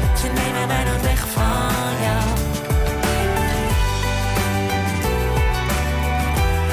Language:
Dutch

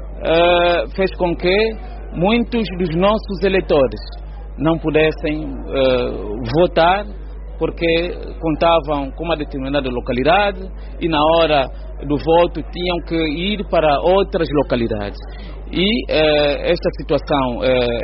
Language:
Portuguese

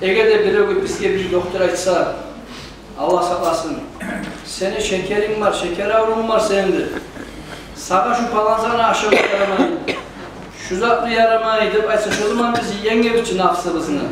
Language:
Kumyk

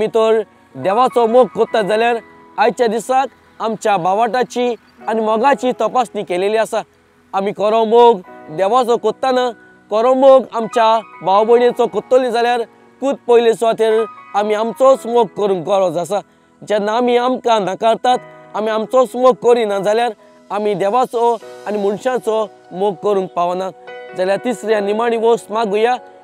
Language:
Konkani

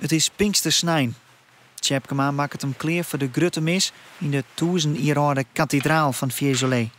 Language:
Western Frisian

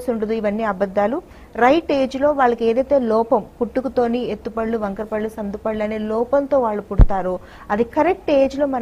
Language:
Telugu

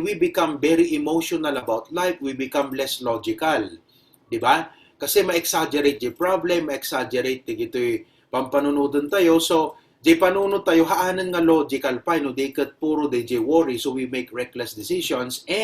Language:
Iloko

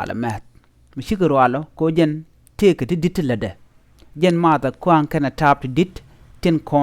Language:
Nuer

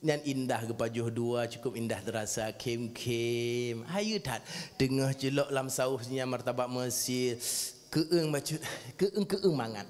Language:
Achinese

